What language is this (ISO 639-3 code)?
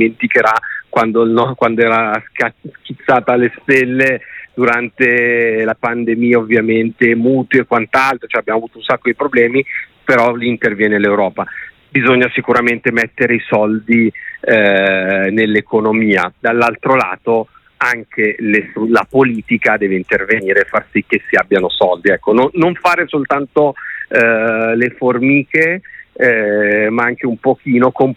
ita